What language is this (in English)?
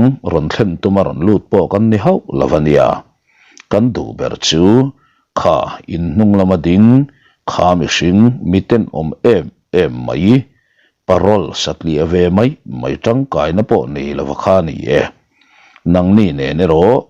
Mizo